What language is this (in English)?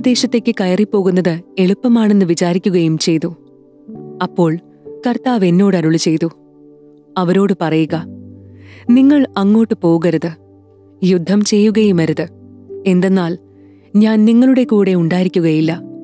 Malayalam